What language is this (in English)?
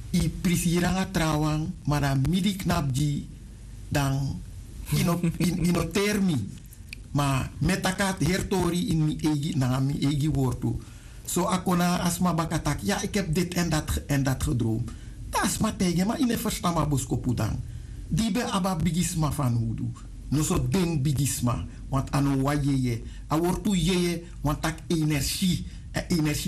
Sranan Tongo